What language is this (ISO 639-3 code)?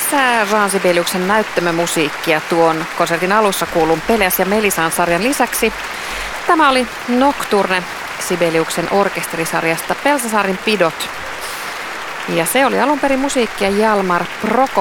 fin